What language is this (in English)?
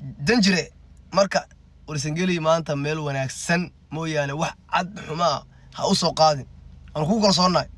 Somali